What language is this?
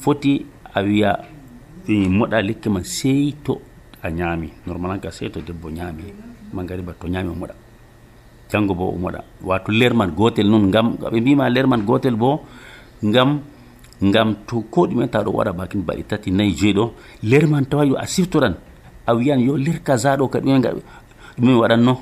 Nigerian Fulfulde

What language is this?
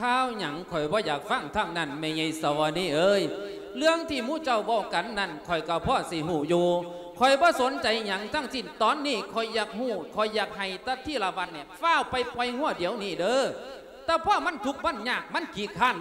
Lao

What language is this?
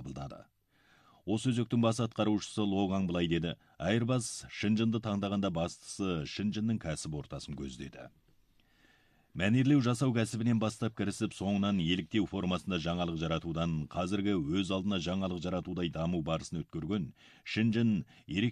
Kazakh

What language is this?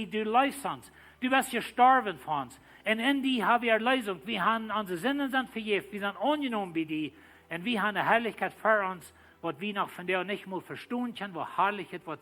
Plautdietsch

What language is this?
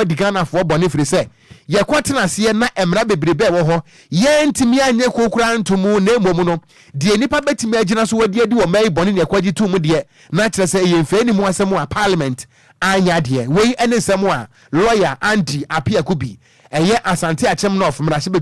Akan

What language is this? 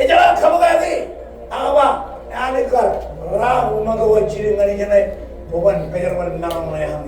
Marshallese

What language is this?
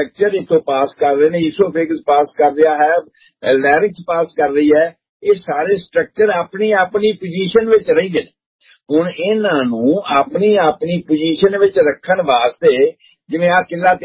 Punjabi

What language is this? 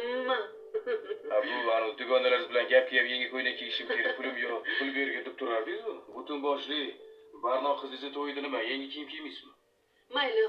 Uzbek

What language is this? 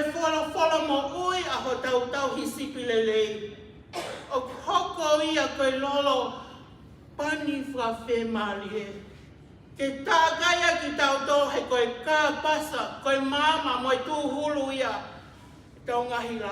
Tongan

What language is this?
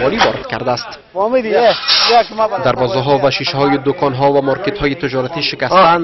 Persian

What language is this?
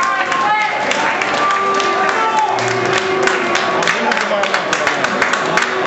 Finnish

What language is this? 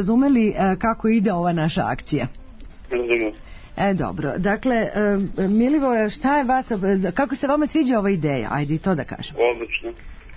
Serbian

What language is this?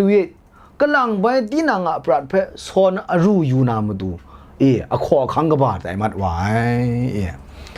Kachin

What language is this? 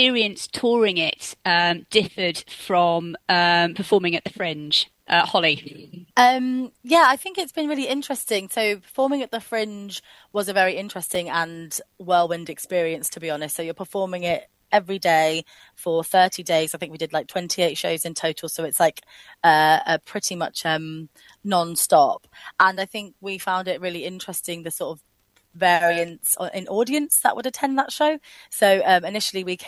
English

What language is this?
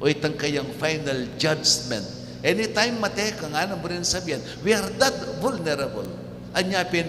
Pampanga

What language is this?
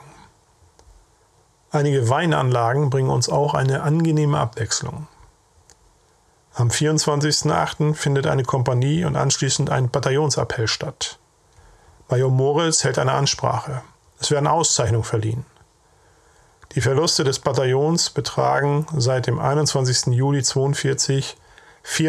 German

